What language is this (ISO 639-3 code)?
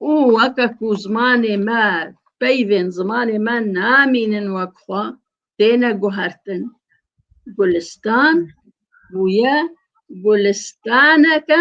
kur